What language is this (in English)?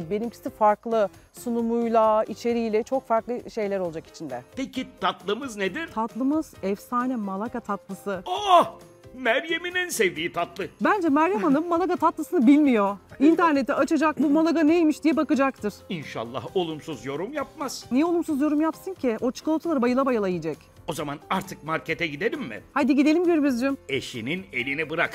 Turkish